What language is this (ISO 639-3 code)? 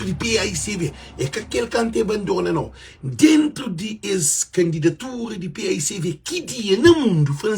kea